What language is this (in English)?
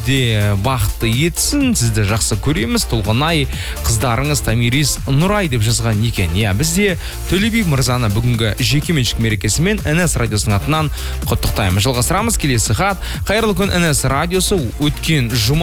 Kazakh